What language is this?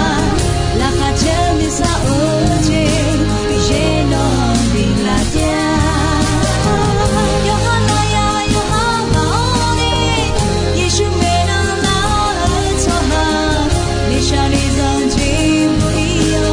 Akha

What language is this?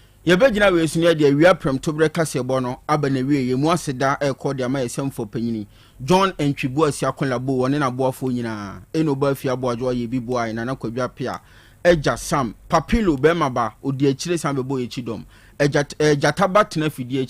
Akan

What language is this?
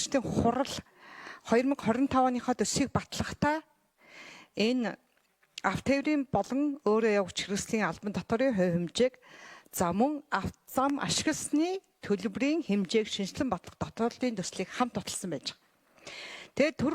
Mongolian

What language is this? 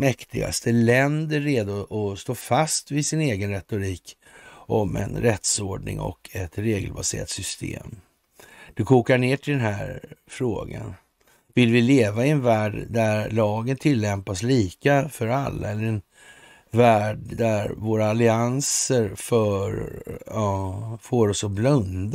Swedish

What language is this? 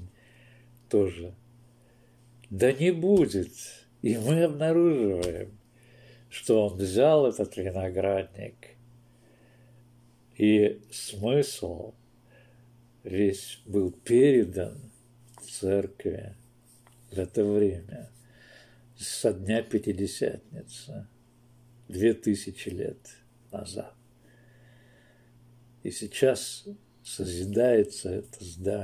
Russian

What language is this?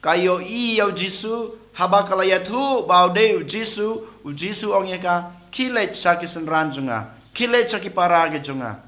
Khasi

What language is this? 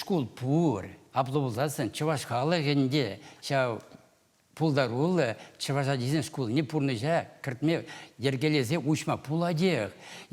Chuvash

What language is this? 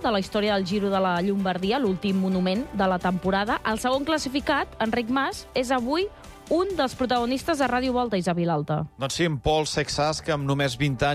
Catalan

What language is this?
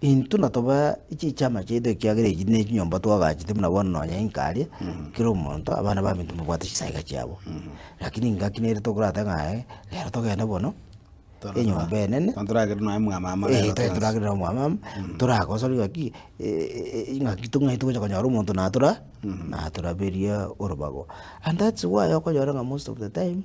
Gusii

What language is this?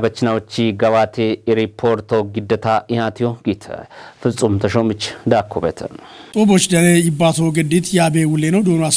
Kafa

